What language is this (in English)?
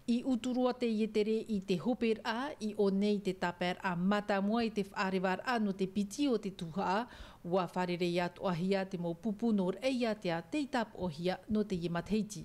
Tahitian